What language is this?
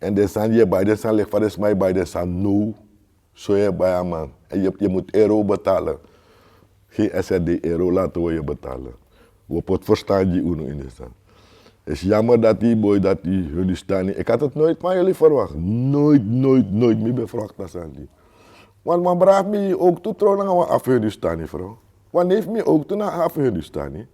Sranan Tongo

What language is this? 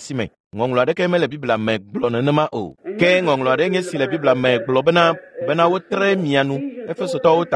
Ewe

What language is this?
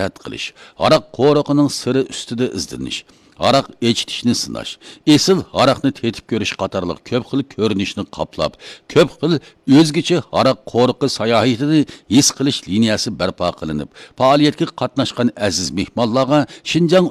Uyghur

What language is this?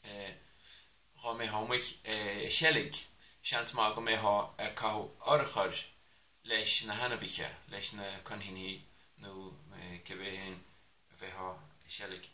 Irish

